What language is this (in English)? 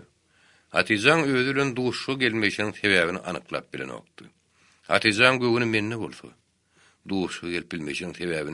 Turkmen